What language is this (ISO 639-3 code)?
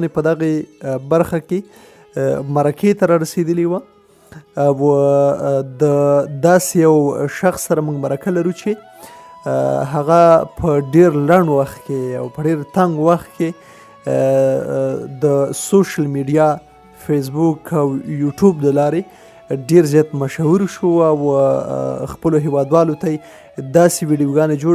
pus